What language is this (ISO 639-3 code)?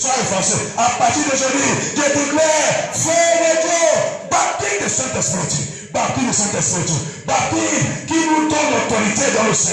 fra